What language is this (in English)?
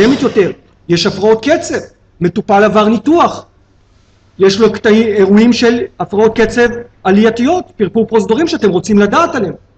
Hebrew